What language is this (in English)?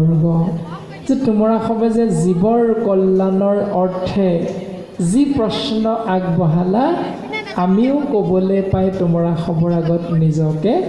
Assamese